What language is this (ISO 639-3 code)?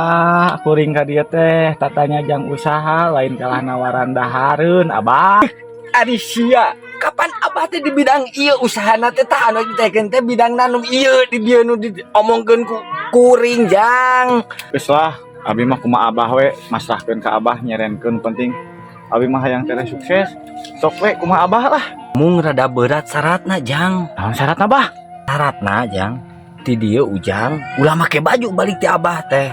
sun